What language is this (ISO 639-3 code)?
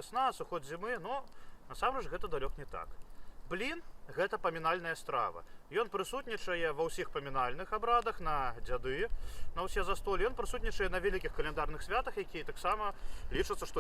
bel